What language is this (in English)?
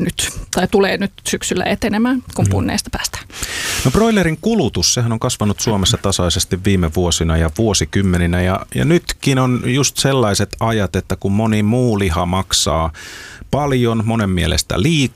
Finnish